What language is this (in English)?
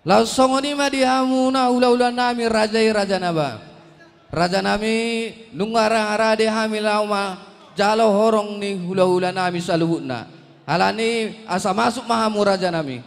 Batak Toba